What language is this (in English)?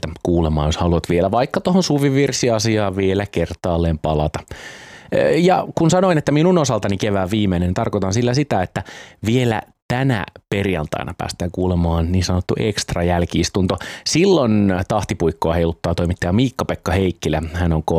Finnish